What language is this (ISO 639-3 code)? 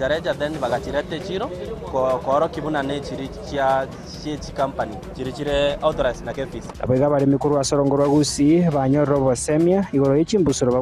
guz